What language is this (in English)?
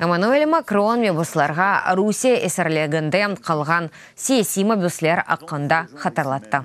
Crimean Tatar